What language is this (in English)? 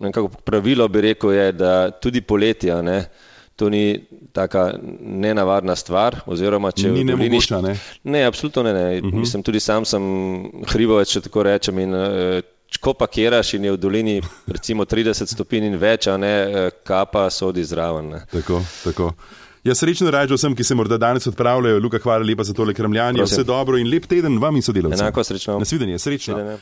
Slovenian